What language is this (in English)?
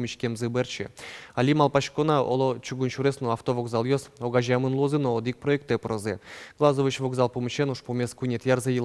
Udmurt